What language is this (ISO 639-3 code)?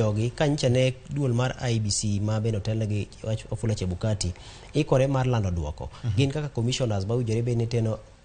luo